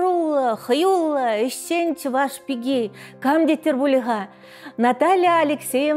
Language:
Chuvash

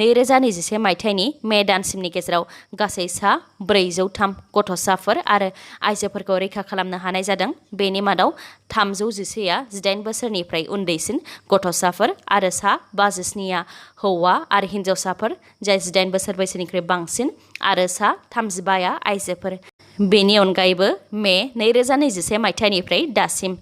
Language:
Bodo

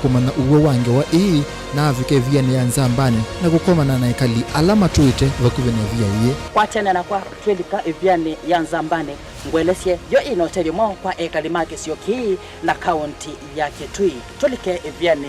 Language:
Kamba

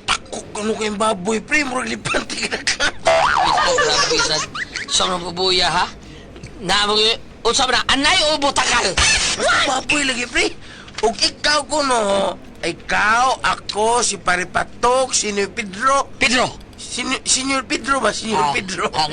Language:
Cebuano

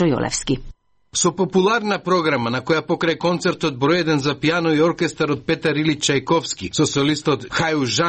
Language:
Macedonian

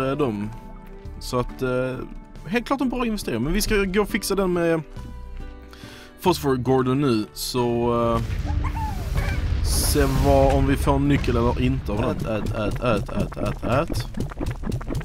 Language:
Swedish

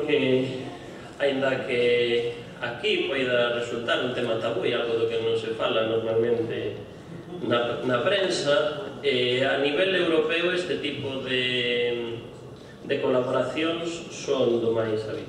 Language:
Galician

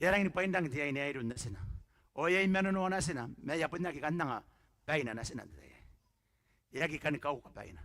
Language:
Gilbertese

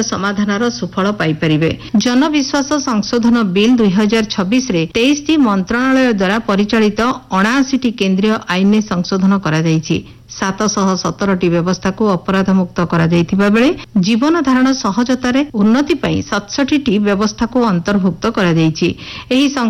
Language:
Odia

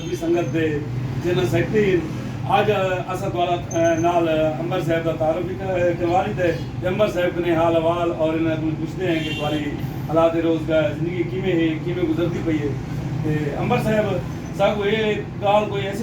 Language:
Saraiki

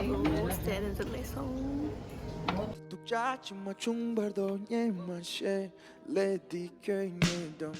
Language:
Tibetan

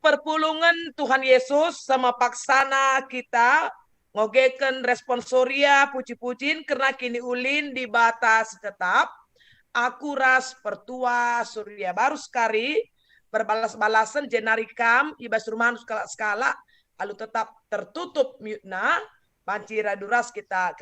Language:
Batak Karo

